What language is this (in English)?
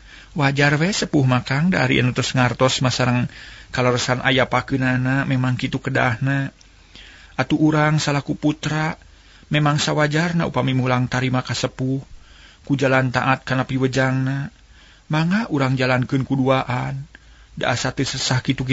Sundanese